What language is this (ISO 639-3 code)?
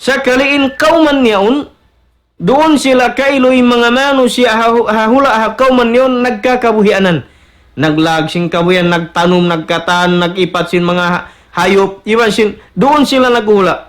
tsg